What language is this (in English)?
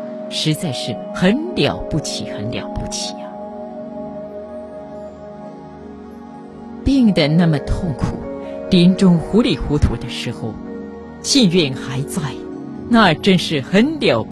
Chinese